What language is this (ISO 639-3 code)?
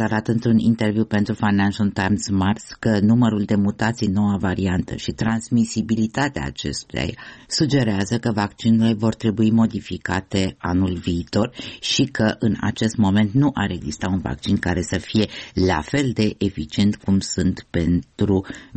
ron